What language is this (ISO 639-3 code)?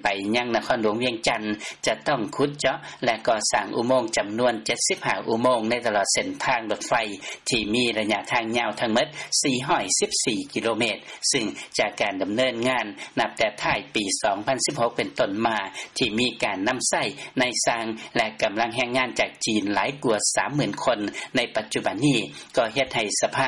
lao